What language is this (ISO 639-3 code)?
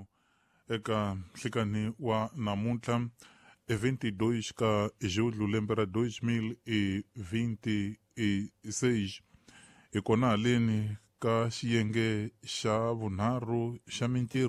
tso